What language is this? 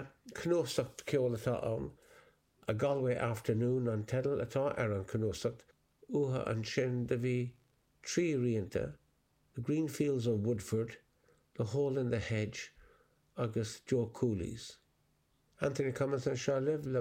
Irish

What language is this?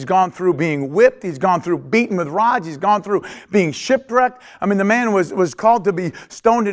English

